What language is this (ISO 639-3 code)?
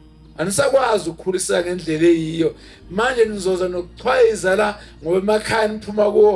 zul